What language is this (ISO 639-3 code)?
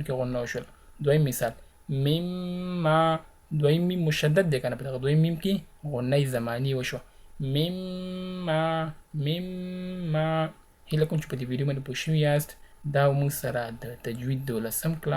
pus